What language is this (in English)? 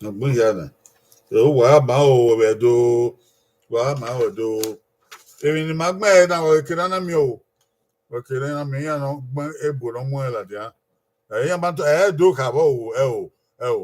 Bini